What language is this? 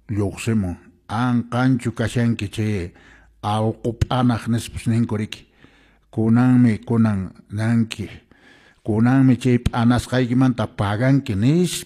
Quechua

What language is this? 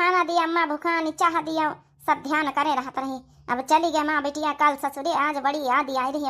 Awadhi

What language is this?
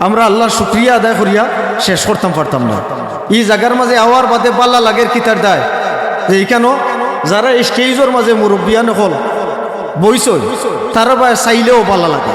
Sylheti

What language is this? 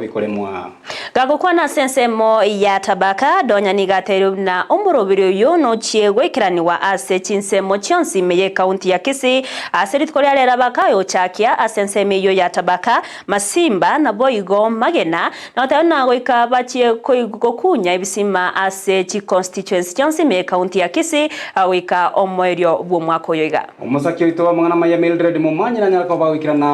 Gusii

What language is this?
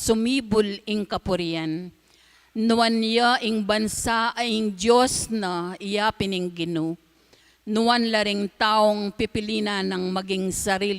Pampanga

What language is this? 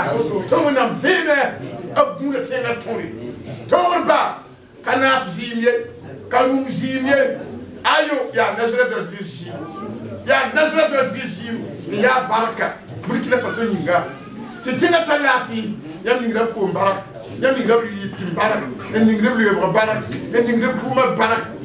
Mossi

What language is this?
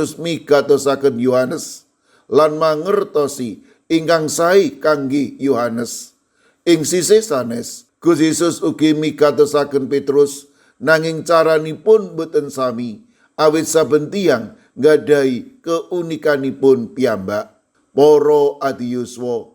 Javanese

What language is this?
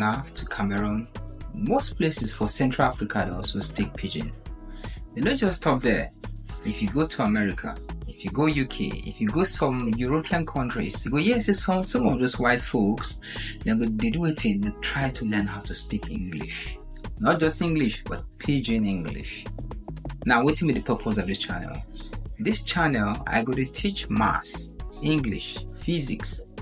Nigerian Pidgin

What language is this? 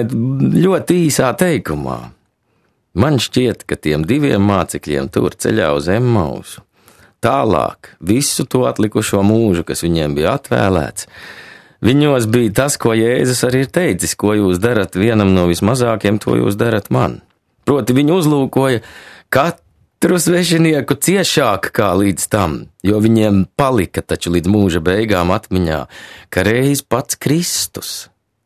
Latvian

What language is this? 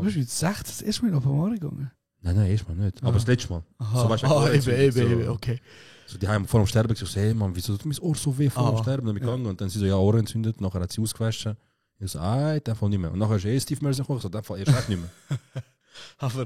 Swiss German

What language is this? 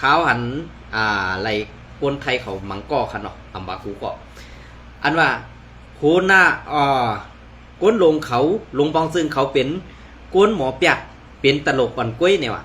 Shan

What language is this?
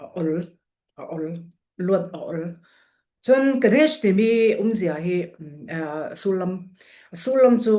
Falam Chin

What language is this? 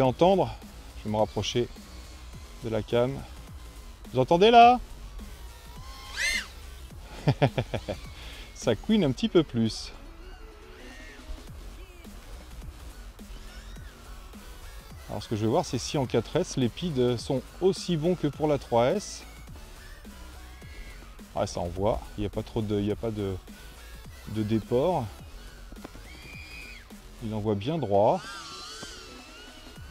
French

